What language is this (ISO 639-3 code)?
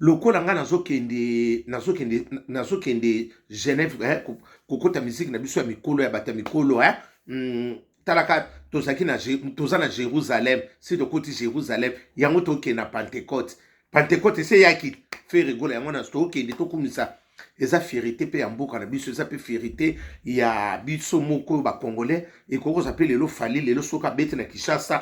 lin